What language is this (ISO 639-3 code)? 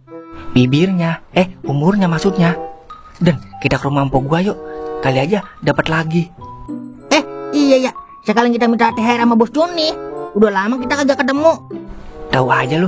bew